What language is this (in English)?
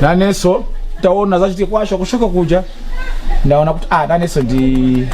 Nyanja